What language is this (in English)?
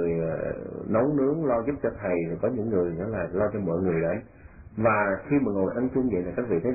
Vietnamese